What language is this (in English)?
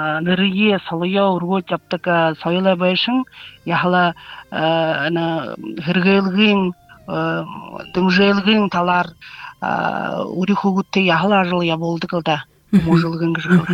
Buriat